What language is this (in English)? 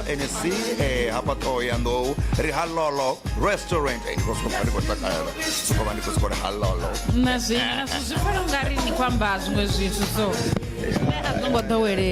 Venda